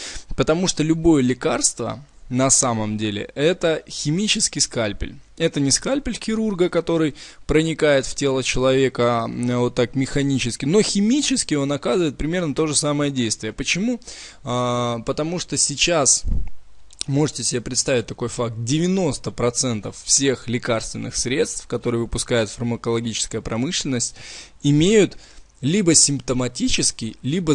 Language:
Russian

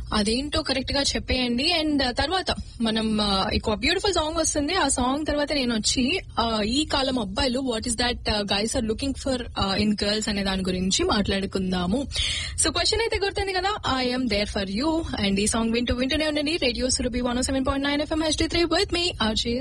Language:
Telugu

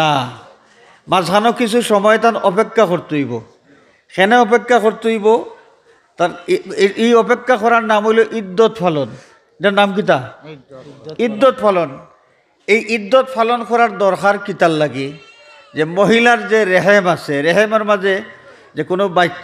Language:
Sylheti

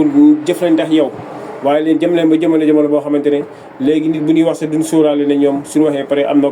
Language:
Wolof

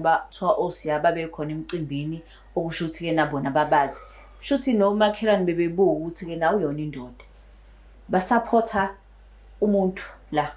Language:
Zulu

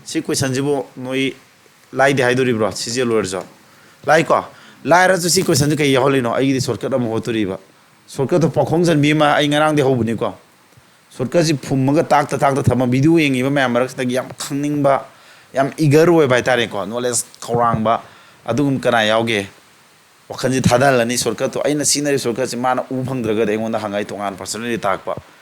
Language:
Manipuri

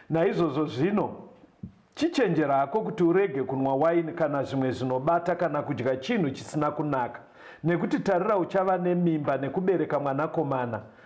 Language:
Shona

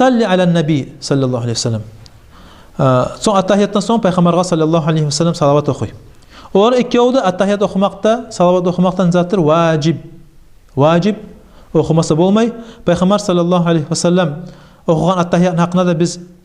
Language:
Kumyk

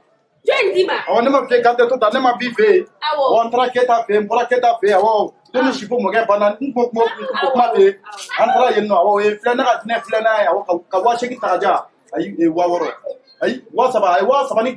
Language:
Bambara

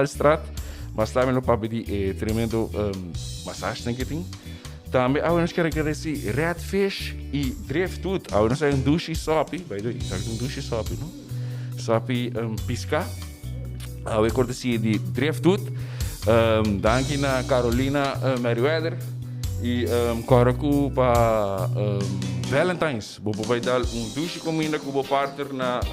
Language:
Papiamento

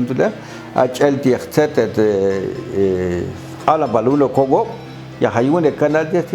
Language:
Popti'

